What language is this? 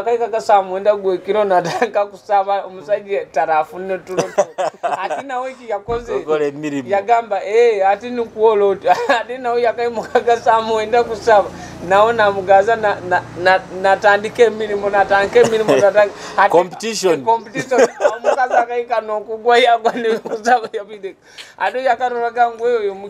Nyoro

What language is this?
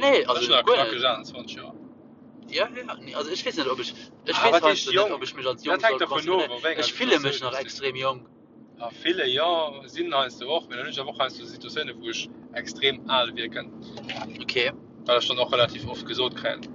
Luxembourgish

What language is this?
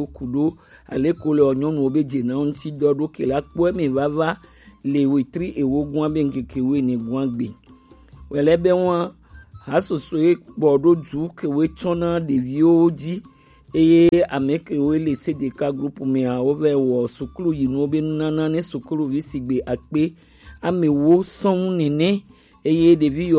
Gen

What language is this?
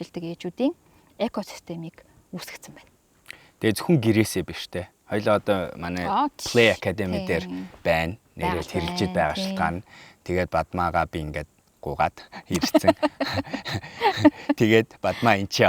Mongolian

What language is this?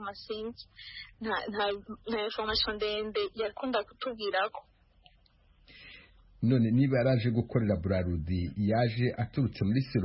Kinyarwanda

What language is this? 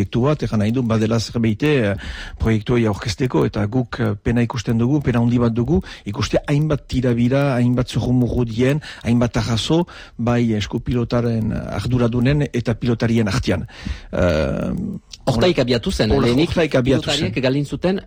Basque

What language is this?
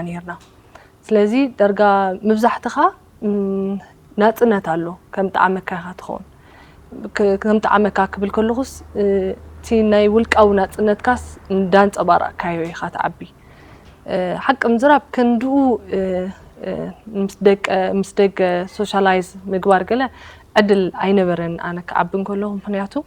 Tigrinya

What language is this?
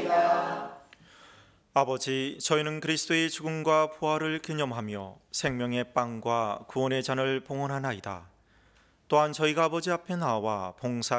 Korean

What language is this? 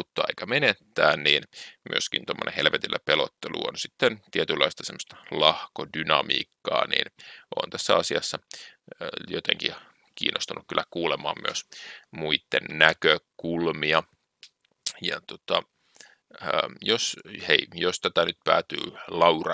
Finnish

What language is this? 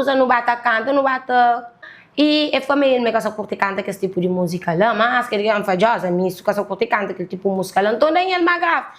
Kabuverdianu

